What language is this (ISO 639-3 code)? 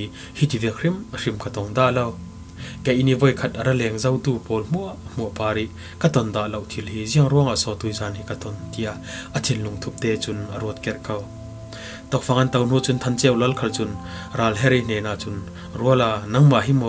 cfm